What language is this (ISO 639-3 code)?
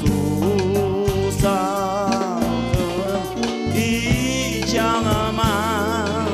crh